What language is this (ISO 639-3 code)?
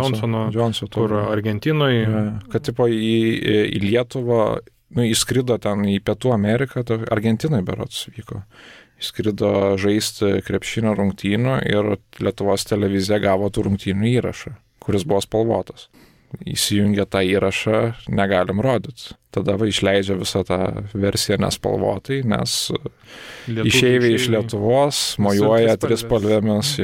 lit